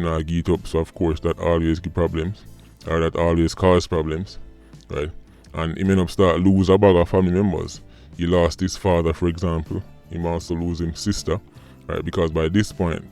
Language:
Jamaican Creole English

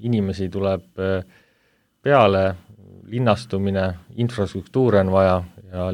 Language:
Estonian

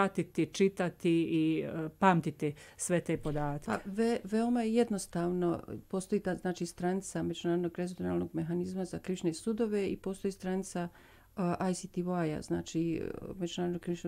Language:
Bosnian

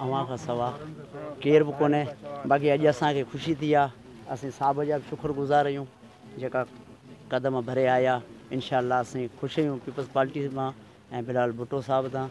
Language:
Sindhi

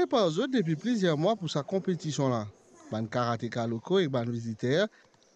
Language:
Morisyen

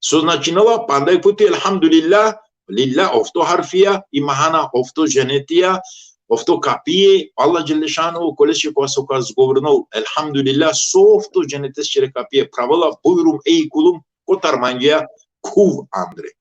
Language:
Balkan Romani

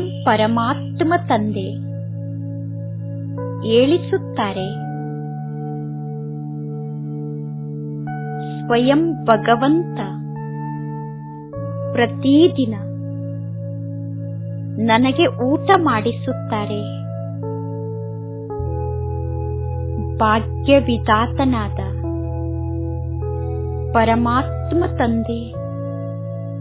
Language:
Kannada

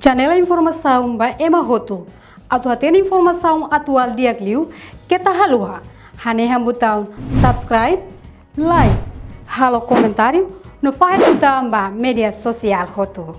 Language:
Tetum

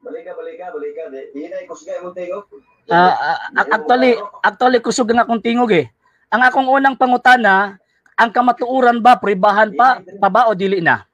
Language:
Cebuano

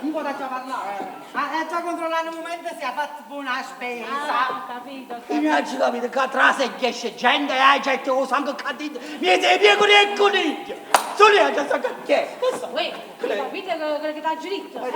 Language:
Neapolitan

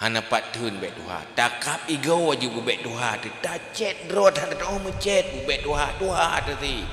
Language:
Achinese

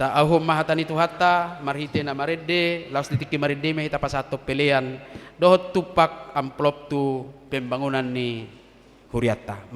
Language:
Batak Toba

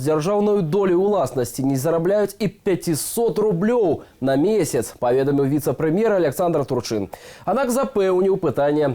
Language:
Belarusian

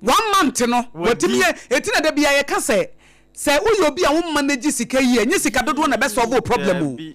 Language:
Akan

